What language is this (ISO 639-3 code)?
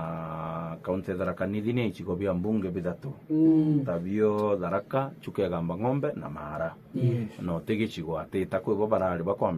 mer